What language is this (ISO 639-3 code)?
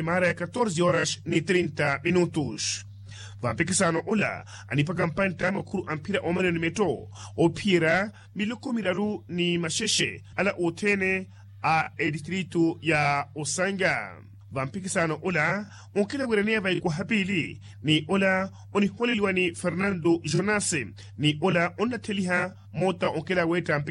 vmw